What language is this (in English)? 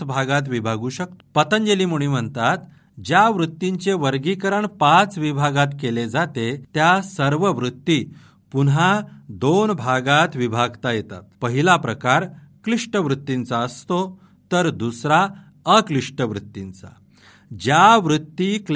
Marathi